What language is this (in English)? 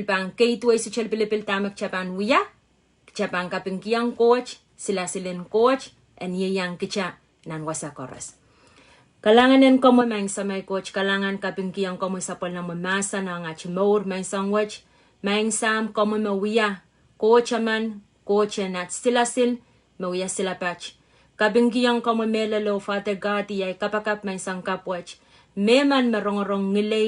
Pohnpeian